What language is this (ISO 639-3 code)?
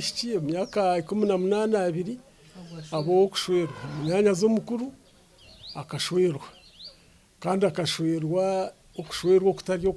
nyn